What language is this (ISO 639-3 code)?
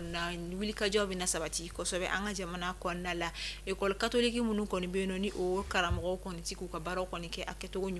bam